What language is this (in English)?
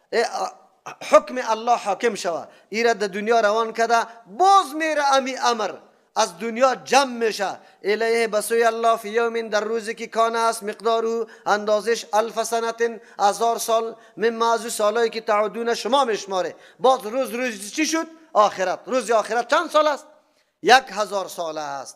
Persian